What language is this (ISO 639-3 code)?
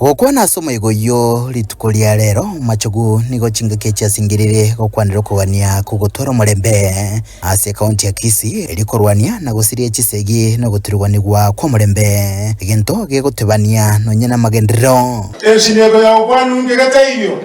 guz